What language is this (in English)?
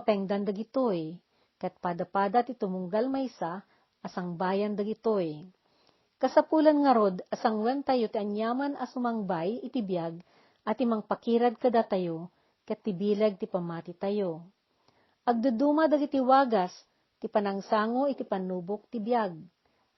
Iloko